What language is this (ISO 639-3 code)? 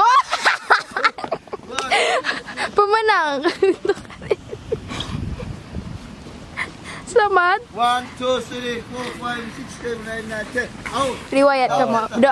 msa